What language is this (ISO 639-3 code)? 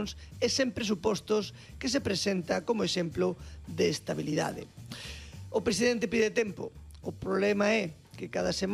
glg